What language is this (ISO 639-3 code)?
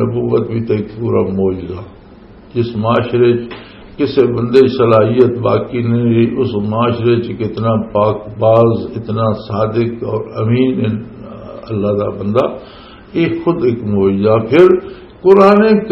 lah